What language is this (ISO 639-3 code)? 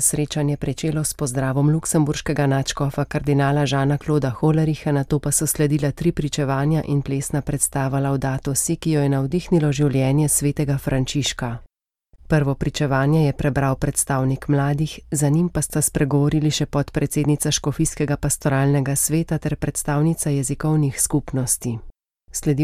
slv